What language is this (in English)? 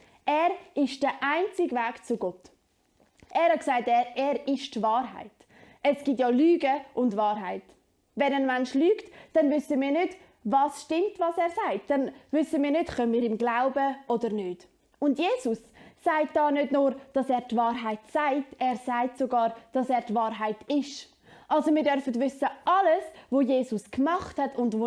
Swiss German